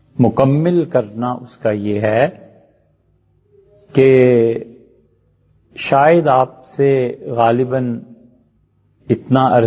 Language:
Urdu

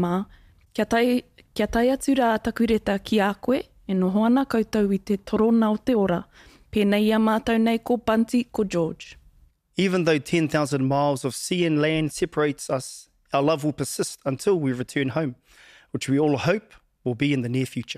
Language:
Māori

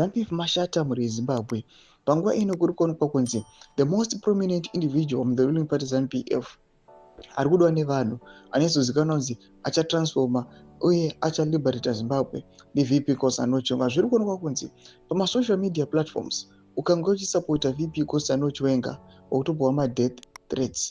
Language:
Shona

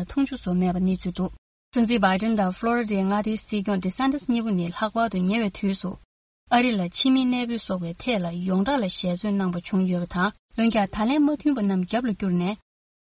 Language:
Tibetan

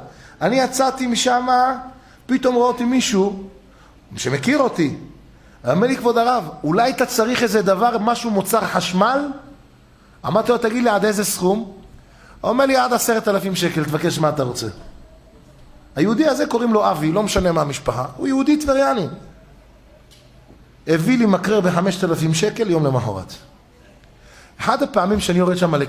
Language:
Hebrew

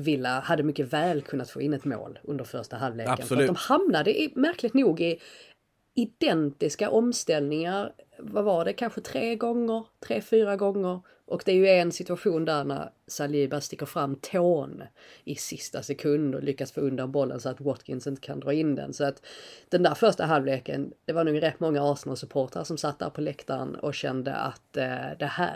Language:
Swedish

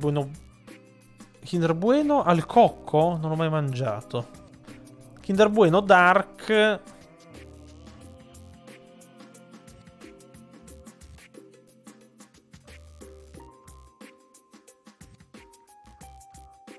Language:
Italian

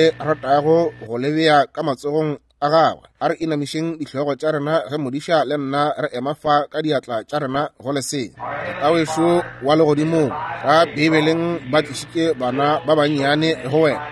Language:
Northern Sotho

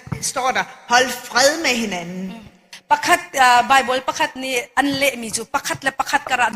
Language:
Hakha Chin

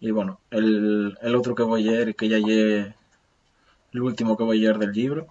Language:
Asturian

